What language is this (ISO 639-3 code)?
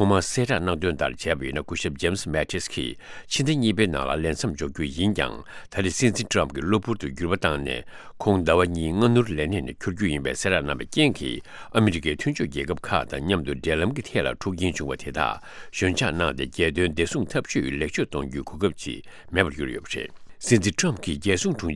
bod